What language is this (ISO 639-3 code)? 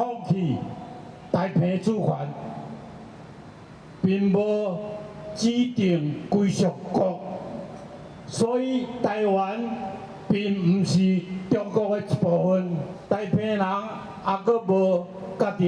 nan